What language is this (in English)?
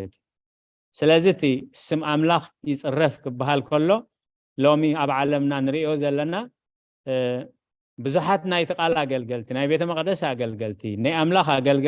Tigrinya